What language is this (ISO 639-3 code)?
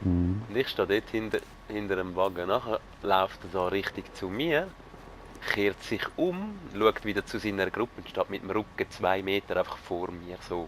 gsw